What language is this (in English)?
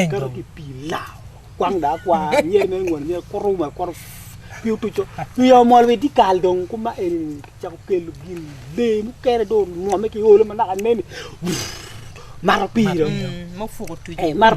Acoli